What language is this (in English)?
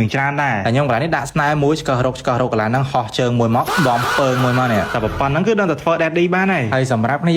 Khmer